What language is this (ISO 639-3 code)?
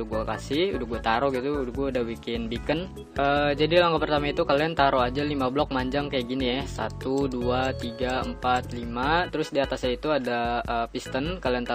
ind